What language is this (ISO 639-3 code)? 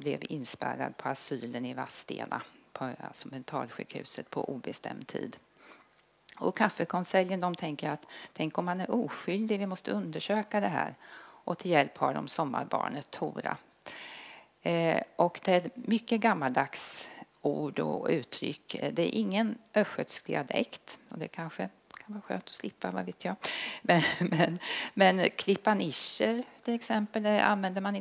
swe